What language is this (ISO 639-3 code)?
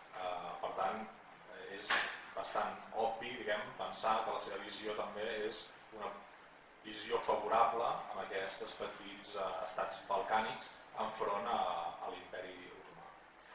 cat